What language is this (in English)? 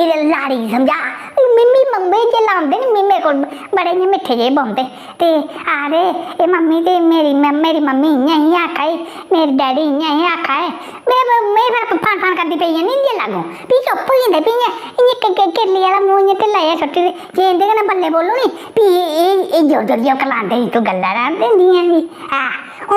Dogri